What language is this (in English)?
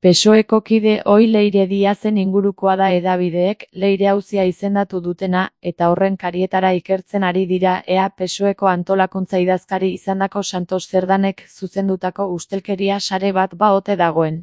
Basque